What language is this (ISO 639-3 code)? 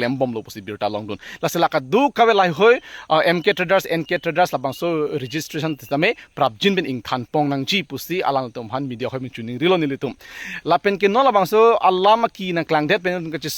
mjw